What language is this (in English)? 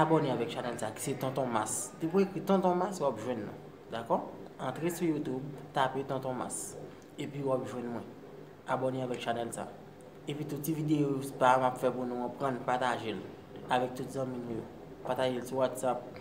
Haitian Creole